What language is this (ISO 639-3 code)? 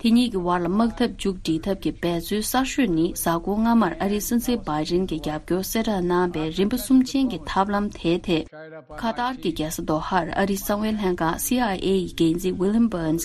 bod